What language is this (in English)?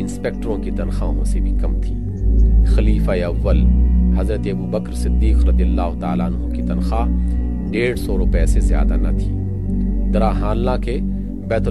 Urdu